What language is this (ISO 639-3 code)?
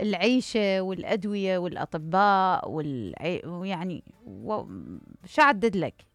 acm